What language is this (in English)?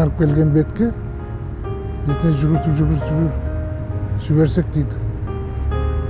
Kazakh